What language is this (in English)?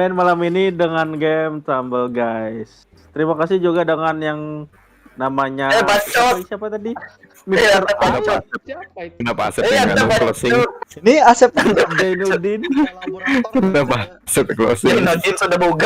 Banjar